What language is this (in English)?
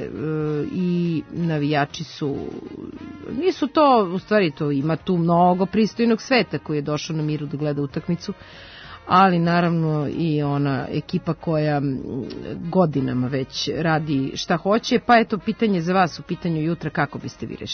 Serbian